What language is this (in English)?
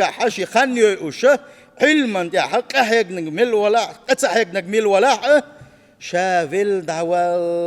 Chechen